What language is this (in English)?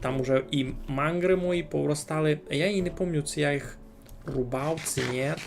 Rusyn